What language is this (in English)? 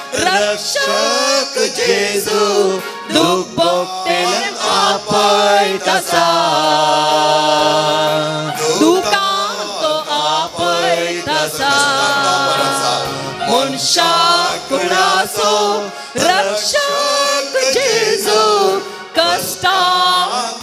Konkani